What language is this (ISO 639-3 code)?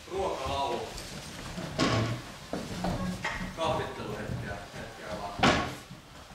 fin